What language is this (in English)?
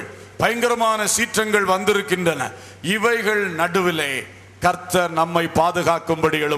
Tamil